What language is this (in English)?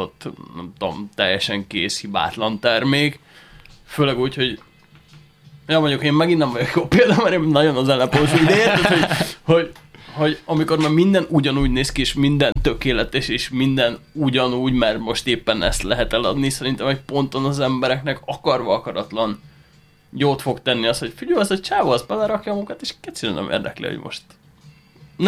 Hungarian